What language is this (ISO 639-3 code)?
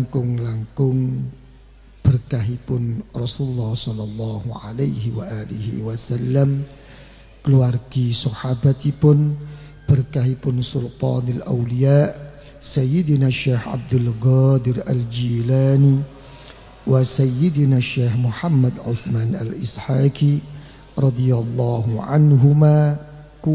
jav